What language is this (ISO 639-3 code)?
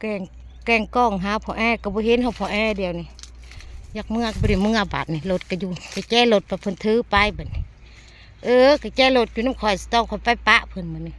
tts